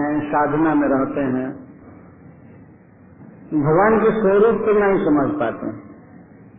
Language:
Hindi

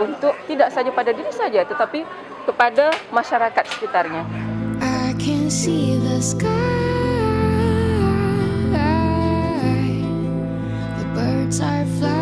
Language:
Malay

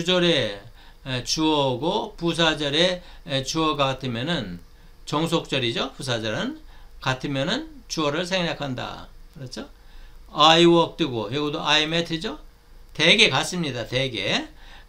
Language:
Korean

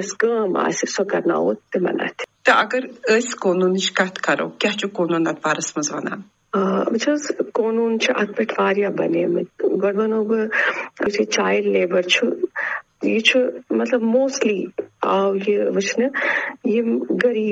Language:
Kashmiri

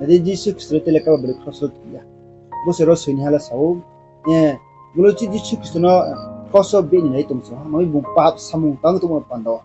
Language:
Riang (India)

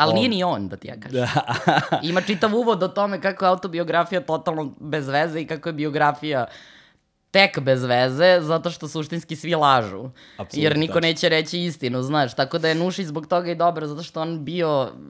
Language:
Serbian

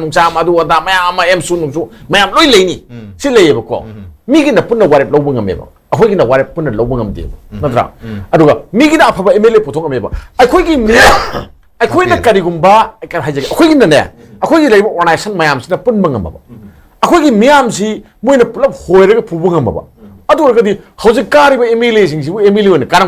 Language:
Manipuri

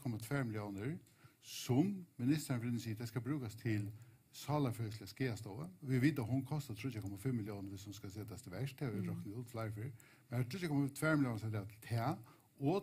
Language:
Faroese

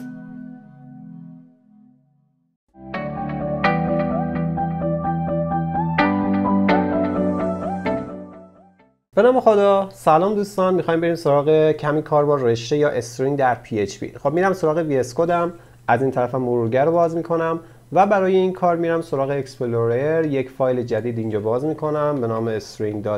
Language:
Persian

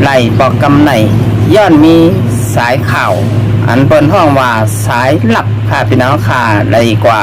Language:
Shan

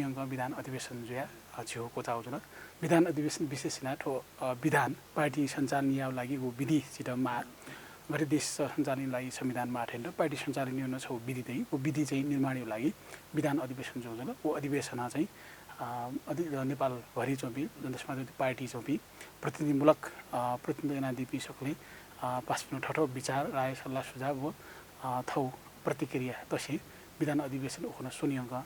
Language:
Newari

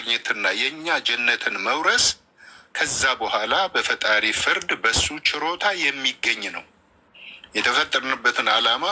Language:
Amharic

